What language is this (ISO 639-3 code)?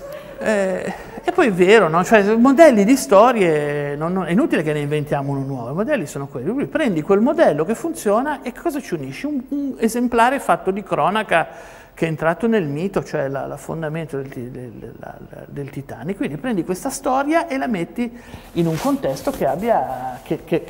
ita